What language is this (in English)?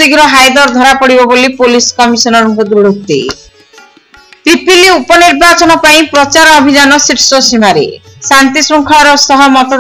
Odia